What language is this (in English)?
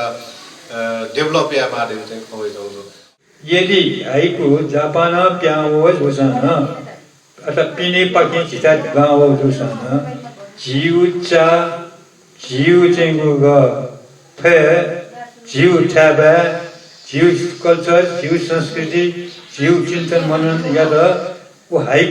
Newari